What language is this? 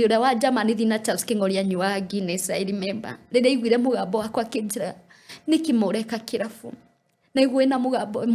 Kikuyu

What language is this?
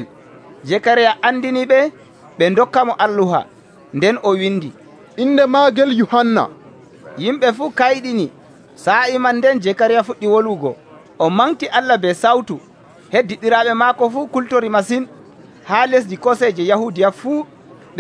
Nigerian Fulfulde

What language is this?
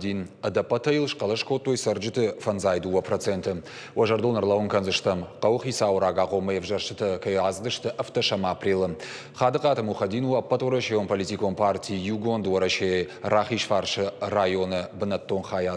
Ossetic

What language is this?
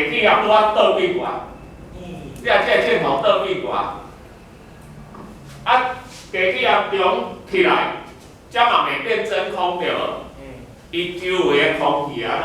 Min Nan Chinese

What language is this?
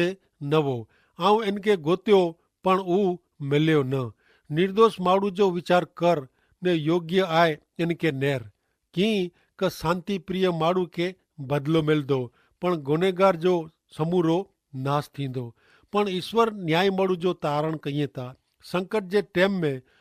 Kachhi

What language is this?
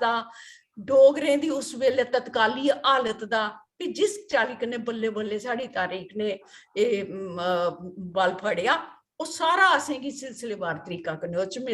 Dogri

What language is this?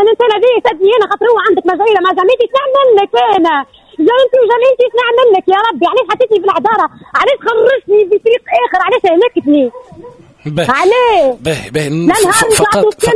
Tunisian Arabic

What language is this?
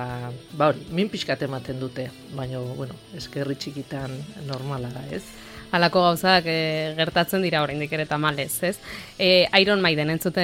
Basque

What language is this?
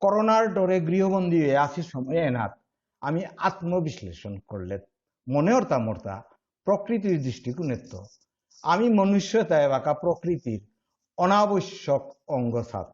Bishnupriya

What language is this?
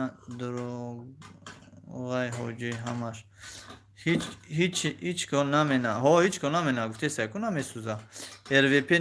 Tajik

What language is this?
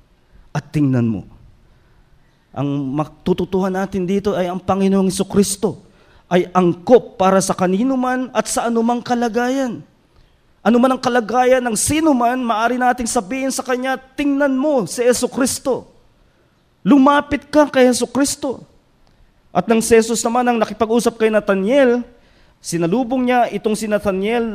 Filipino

